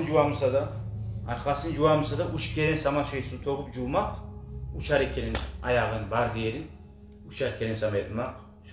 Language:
Kumyk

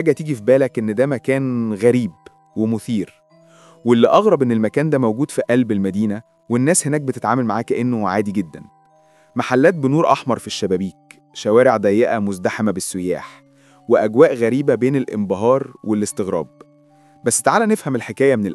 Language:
Egyptian Arabic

